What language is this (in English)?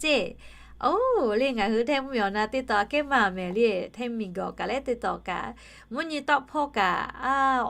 Lahu